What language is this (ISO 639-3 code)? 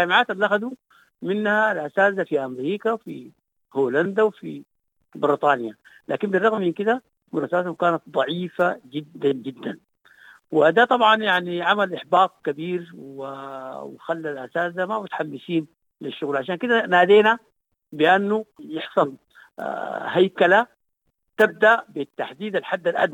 apd